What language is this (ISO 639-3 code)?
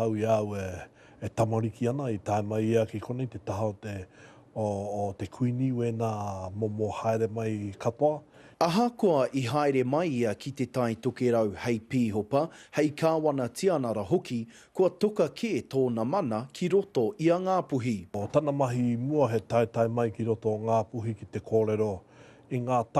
mri